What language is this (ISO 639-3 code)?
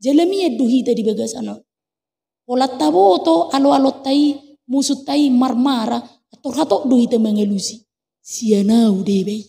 bbc